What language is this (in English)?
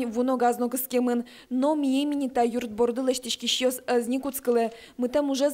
Udmurt